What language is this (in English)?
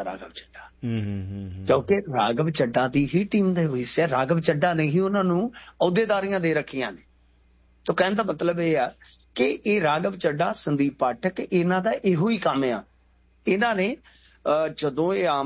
Punjabi